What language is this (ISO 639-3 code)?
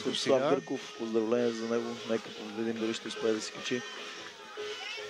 bul